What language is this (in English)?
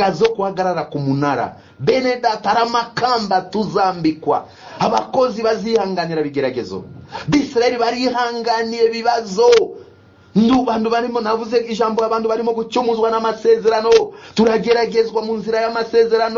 Kinyarwanda